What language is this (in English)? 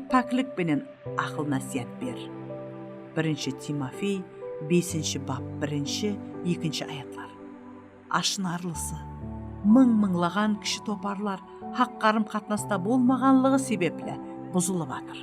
Kara-Kalpak